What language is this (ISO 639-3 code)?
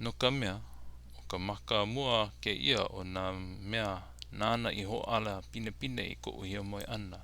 haw